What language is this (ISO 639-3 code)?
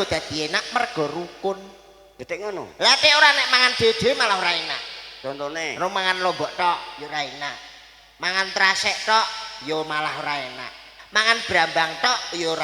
jav